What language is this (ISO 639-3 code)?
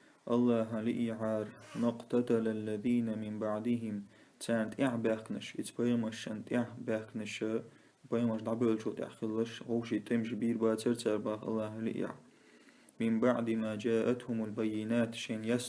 che